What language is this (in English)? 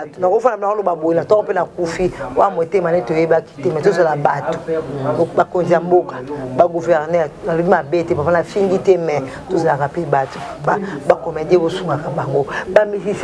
Lingala